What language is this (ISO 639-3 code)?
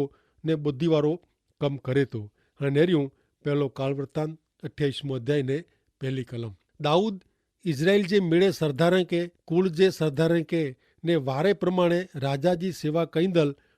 kfr